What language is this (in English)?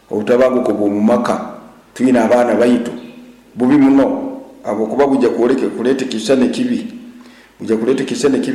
Nyoro